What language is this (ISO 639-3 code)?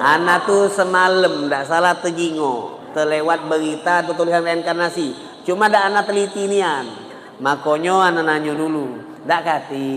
mui